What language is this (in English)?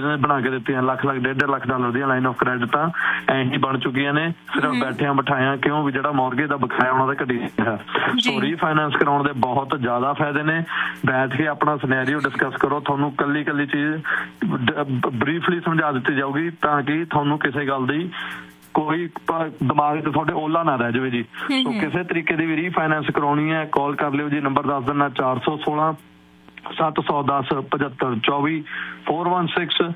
Punjabi